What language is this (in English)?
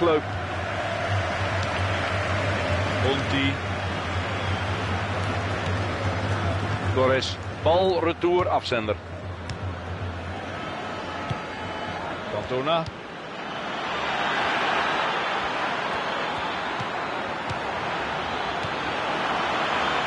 Dutch